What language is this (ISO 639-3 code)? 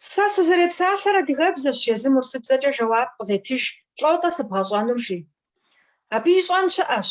kbd